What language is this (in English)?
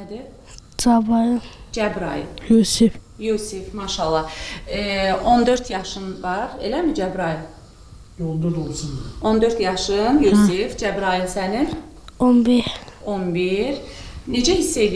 Azerbaijani